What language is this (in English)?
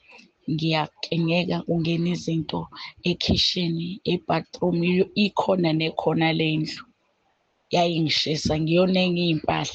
Zulu